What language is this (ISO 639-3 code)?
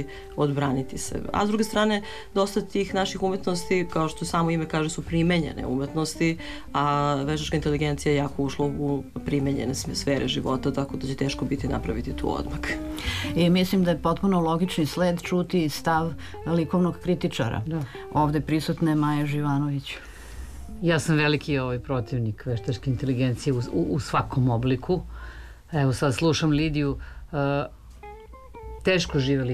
srp